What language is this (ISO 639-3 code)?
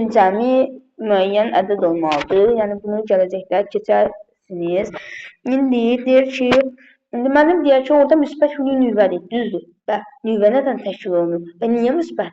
aze